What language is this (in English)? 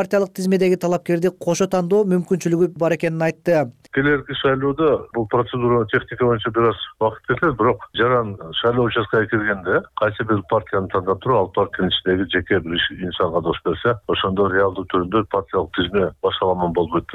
Kyrgyz